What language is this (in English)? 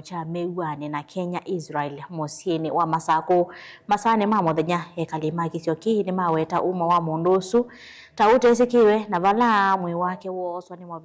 Kamba